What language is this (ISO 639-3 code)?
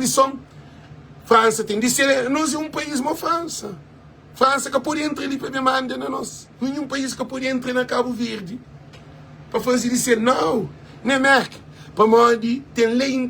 kea